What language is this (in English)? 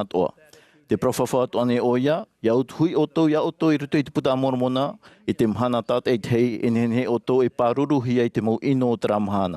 Tahitian